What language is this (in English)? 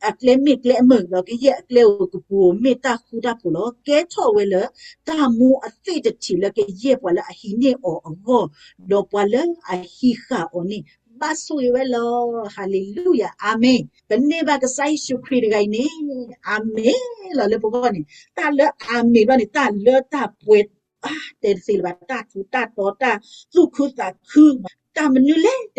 S'gaw Karen